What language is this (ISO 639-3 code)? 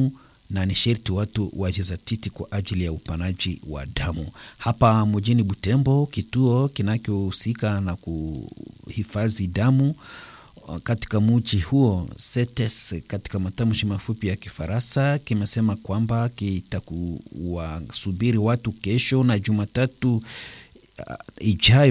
swa